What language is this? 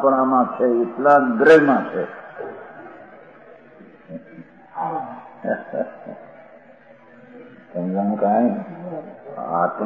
Gujarati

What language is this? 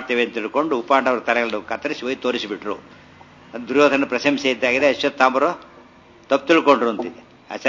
Kannada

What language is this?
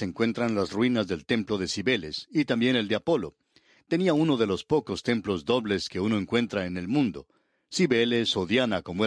Spanish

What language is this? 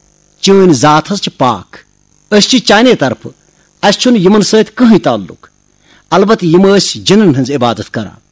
Kashmiri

